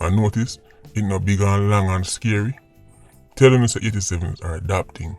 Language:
Jamaican Creole English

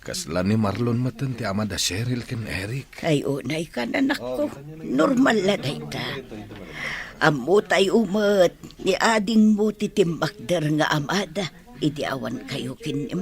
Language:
Iloko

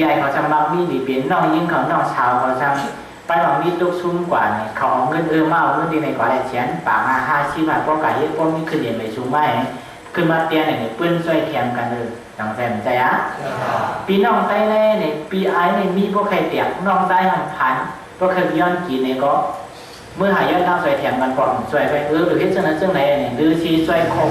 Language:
Shan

